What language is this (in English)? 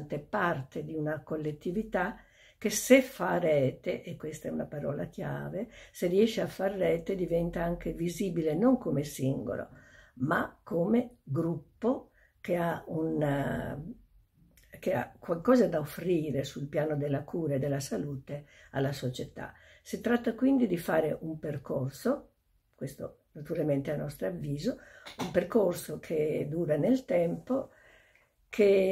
Italian